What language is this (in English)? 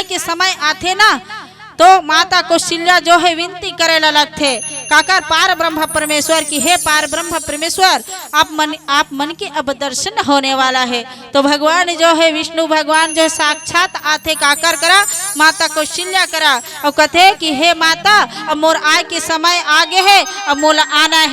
Chhattisgarhi